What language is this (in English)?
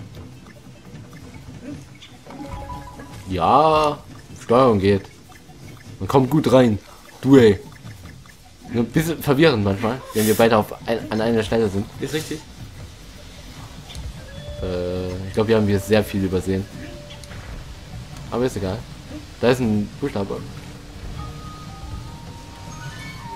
German